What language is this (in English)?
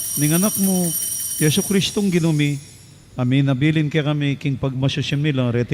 Pampanga